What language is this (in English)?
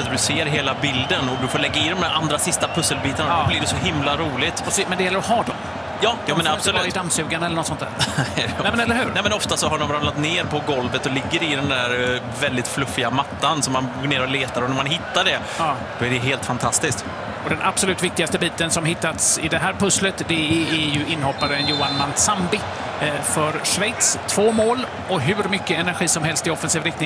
Swedish